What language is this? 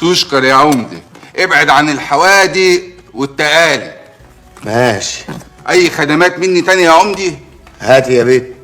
Egyptian Arabic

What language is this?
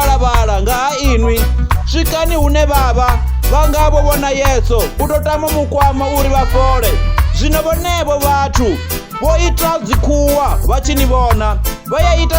Venda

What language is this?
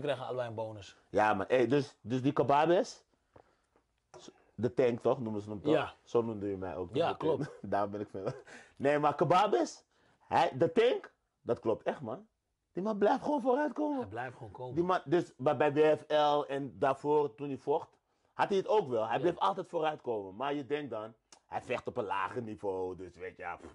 Dutch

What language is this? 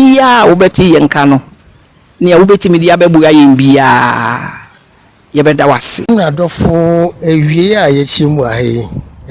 Akan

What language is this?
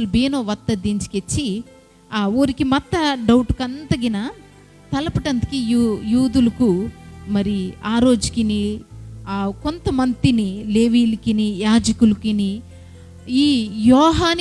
Koya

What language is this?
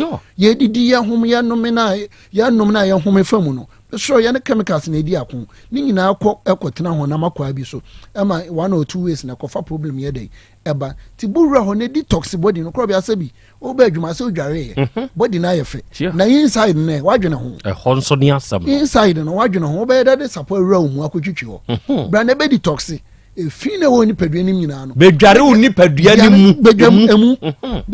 Akan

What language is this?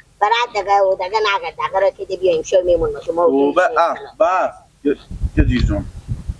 Persian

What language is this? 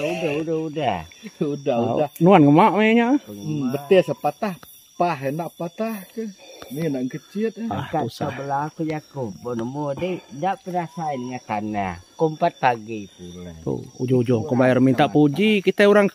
Iban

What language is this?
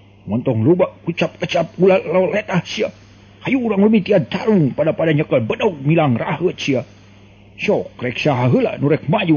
Sundanese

